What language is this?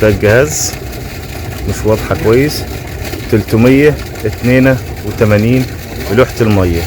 Egyptian Arabic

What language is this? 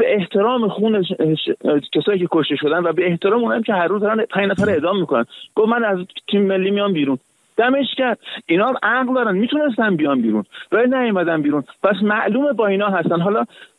Persian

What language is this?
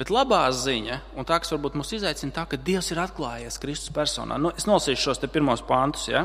Latvian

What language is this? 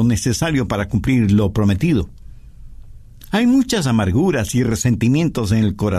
Spanish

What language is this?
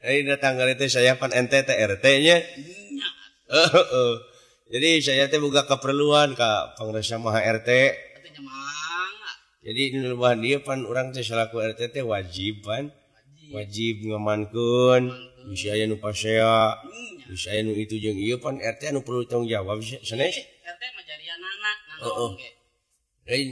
Sundanese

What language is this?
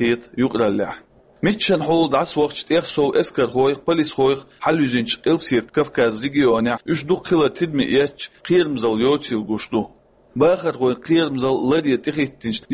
Chechen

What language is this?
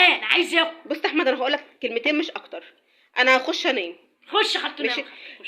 Egyptian Arabic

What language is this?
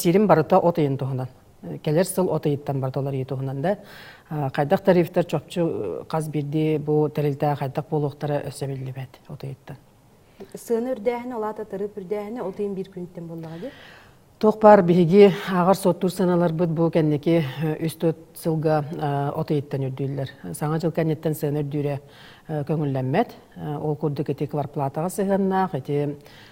Yakut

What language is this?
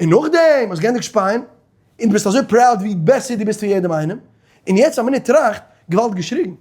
Yiddish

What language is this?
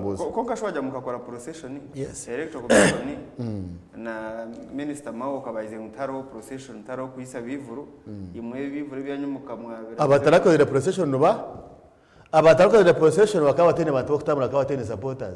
Nyankole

